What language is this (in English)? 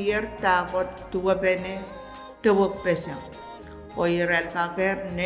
Pohnpeian